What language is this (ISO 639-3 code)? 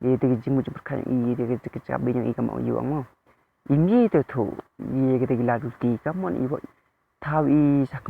kha